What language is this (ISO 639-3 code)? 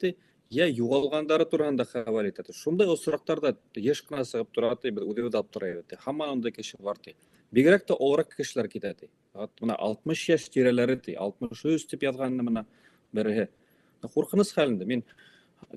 bak